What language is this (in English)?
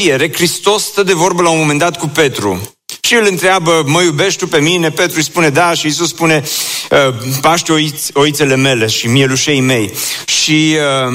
Romanian